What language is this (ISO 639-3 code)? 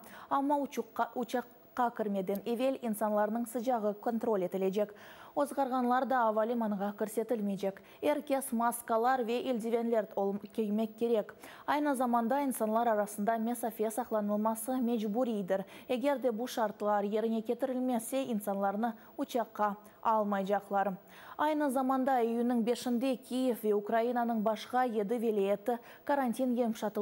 crh